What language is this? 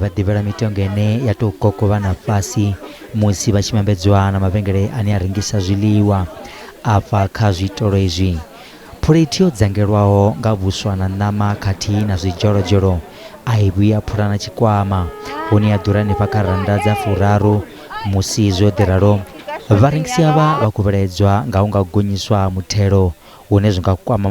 Venda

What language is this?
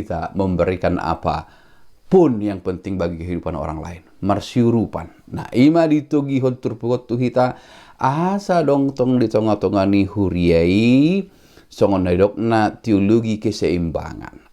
Batak Toba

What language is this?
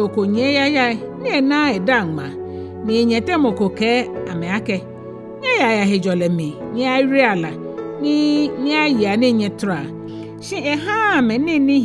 Ga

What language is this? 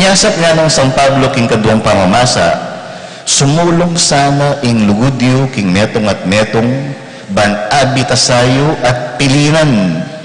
Pampanga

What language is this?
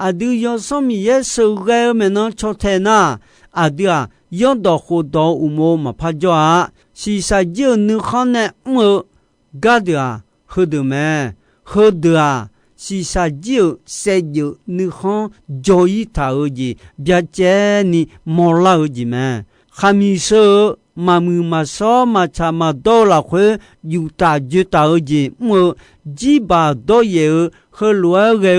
Akha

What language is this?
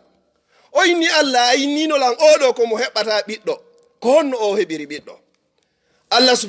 Fula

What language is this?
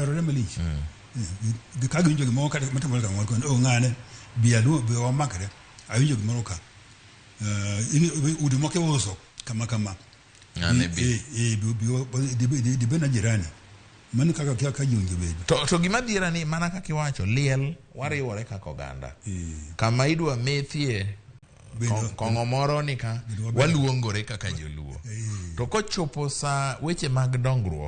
Luo (Kenya and Tanzania)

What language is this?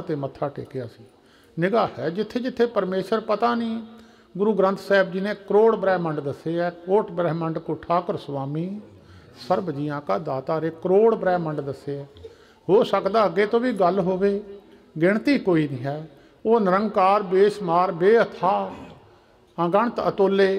Punjabi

